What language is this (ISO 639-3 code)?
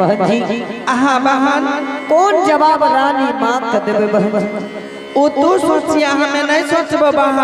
anp